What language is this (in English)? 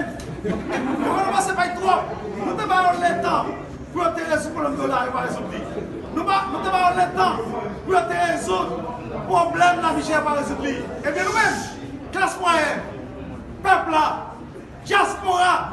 Haitian Creole